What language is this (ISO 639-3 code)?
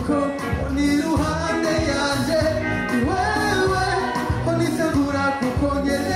kin